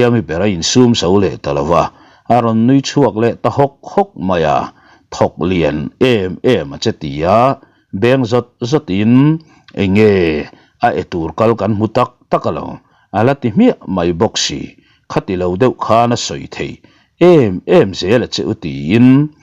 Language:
Mizo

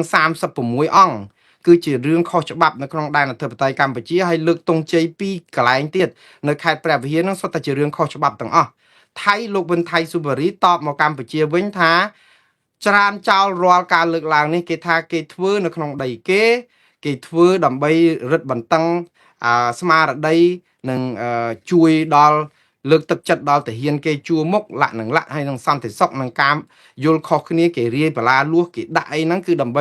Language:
Khmer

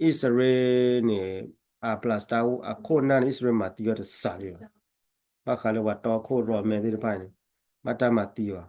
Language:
S'gaw Karen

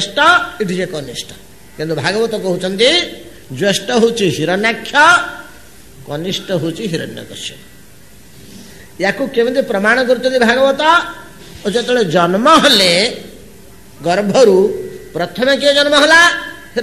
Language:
Odia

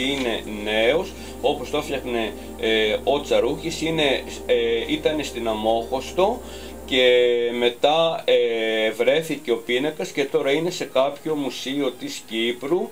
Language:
Greek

